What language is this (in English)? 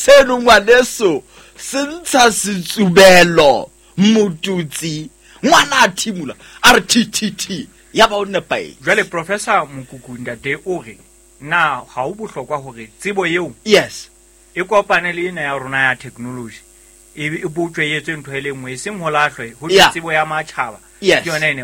Southern Sotho